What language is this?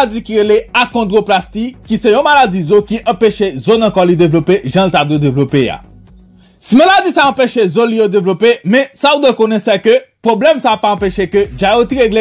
Haitian Creole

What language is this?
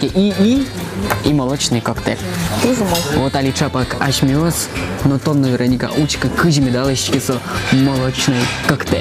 Udmurt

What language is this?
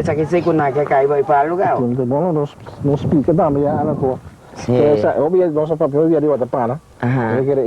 Papiamento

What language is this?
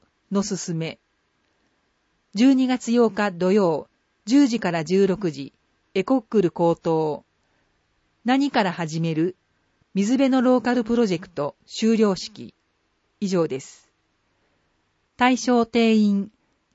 Japanese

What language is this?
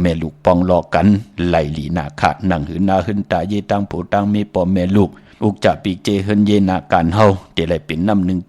Shan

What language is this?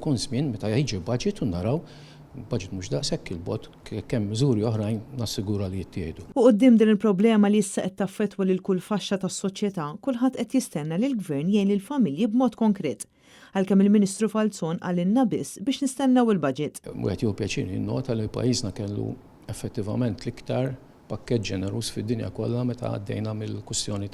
Maltese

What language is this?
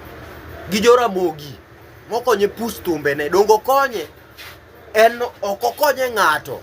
Luo (Kenya and Tanzania)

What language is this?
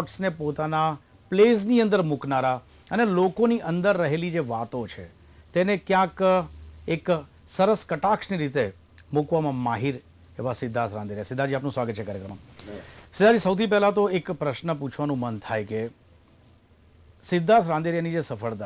Gujarati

